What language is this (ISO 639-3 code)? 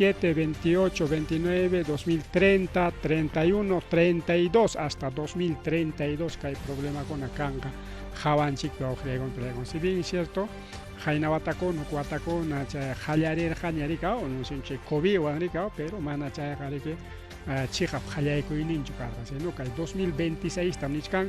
quy